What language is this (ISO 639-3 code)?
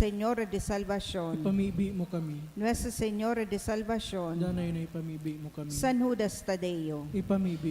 bik